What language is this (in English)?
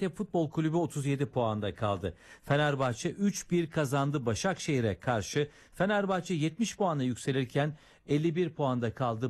Turkish